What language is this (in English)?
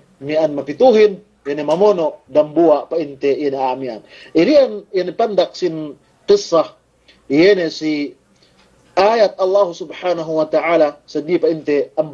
Yakan